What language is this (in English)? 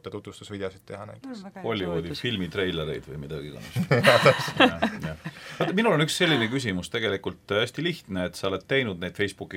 Estonian